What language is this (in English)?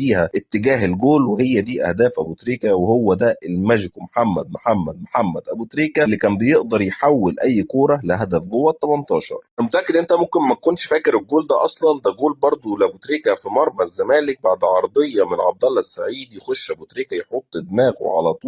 Egyptian Arabic